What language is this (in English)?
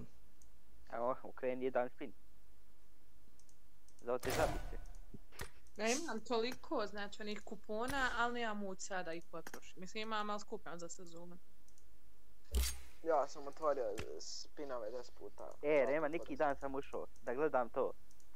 Bosnian